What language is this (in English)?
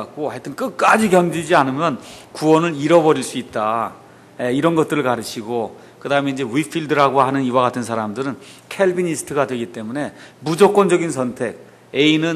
Korean